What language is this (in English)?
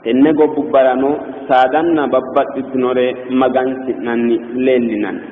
Sidamo